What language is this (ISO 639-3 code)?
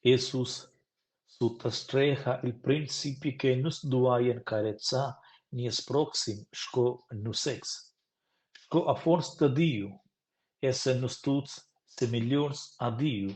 roh